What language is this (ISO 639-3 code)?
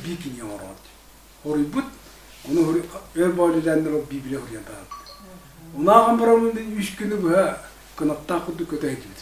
sah